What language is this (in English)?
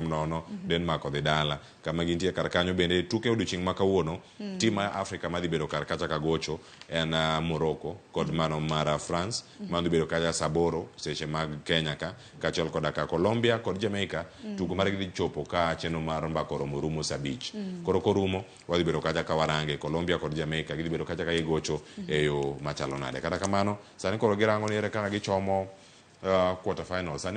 Luo (Kenya and Tanzania)